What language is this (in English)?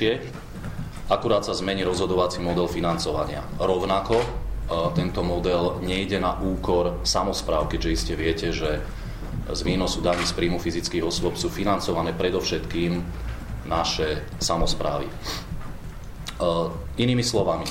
Slovak